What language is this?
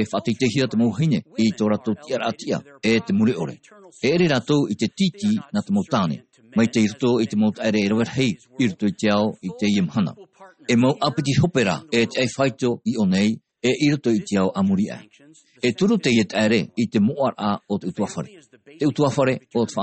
Tahitian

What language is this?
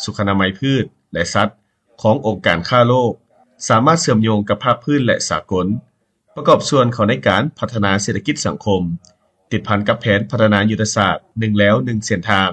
Lao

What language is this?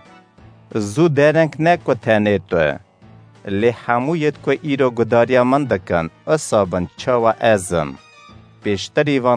Kurdish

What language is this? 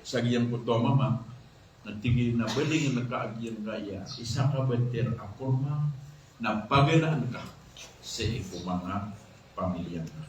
Maranao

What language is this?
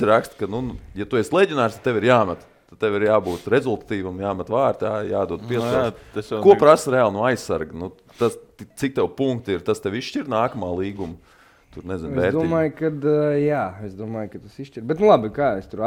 Latvian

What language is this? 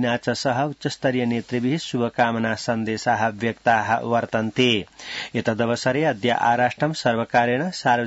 Sanskrit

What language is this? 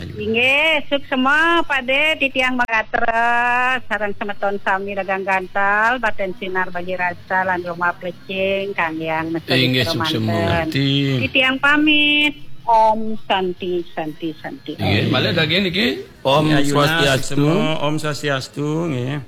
Balinese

